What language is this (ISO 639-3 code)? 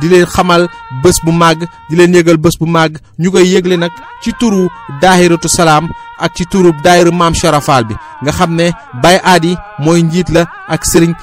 wol